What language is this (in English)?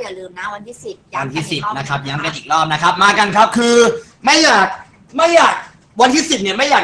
Thai